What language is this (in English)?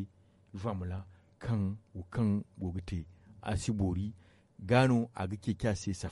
Zarma